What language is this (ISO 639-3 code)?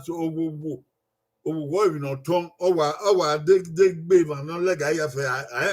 bin